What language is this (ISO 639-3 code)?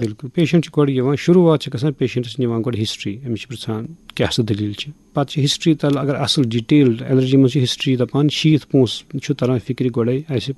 kas